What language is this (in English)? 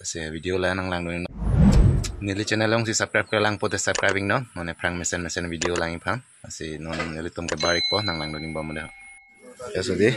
Karbi